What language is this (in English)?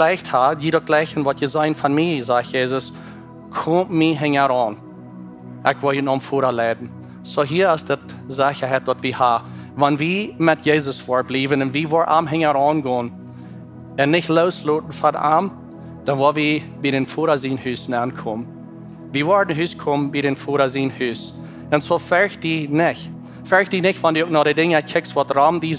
Plautdietsch